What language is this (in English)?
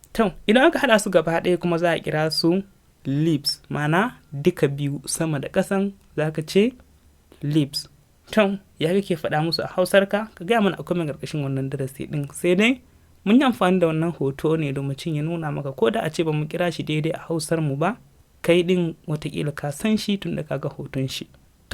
Hausa